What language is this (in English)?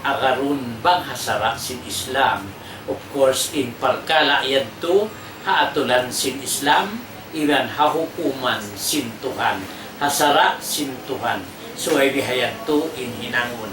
Tausug